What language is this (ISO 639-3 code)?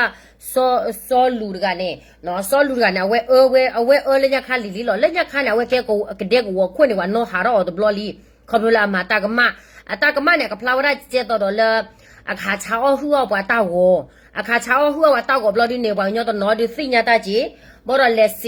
ksw